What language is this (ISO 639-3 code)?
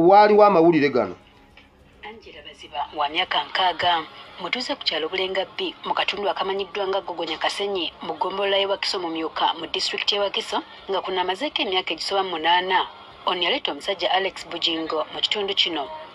lug